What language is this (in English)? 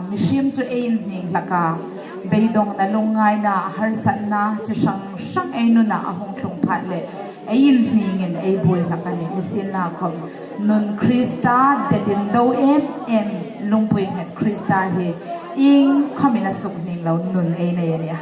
Hmar